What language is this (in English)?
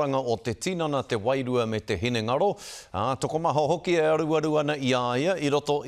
Māori